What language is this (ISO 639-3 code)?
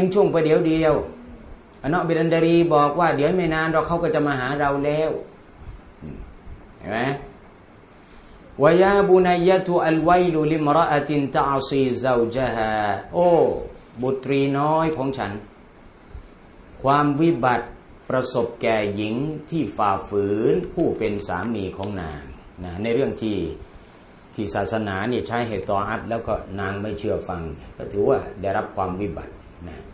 tha